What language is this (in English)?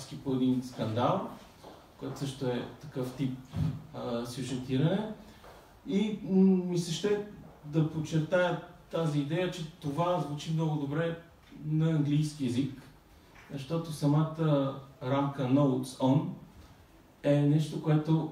Bulgarian